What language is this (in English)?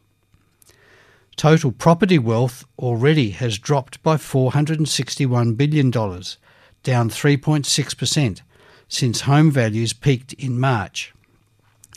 English